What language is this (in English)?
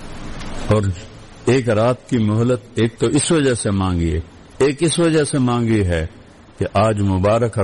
Urdu